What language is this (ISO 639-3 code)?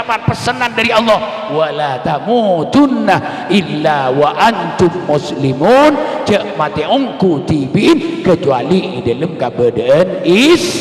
mad